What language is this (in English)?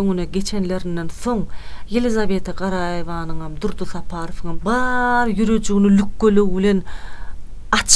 Turkmen